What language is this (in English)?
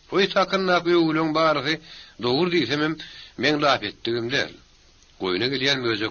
Turkmen